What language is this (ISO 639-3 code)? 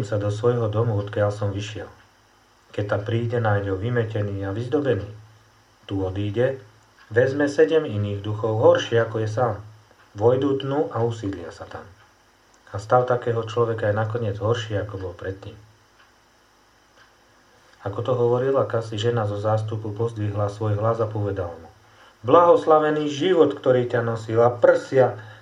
slk